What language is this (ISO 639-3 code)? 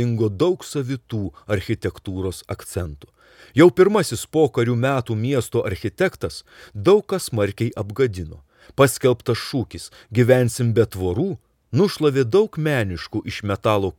lit